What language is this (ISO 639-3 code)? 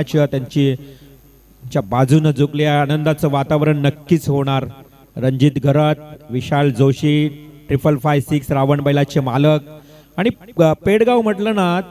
mar